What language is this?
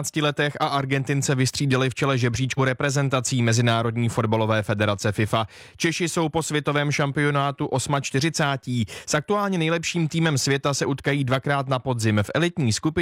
Czech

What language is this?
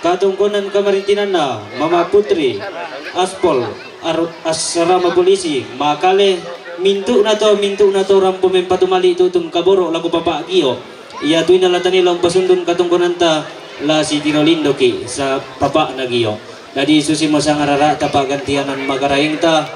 Toraja-Sa'dan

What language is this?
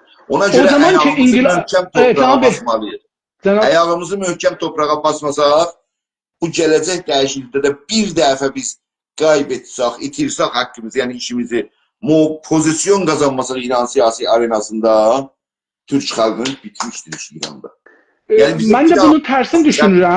South Azerbaijani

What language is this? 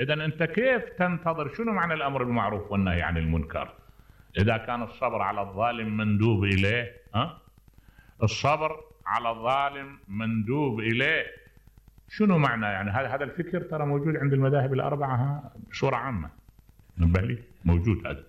Mesopotamian Arabic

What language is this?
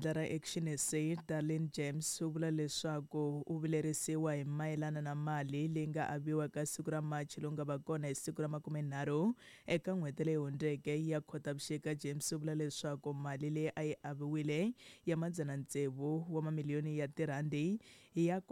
Tsonga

